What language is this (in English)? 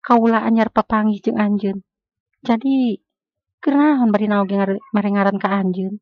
Sundanese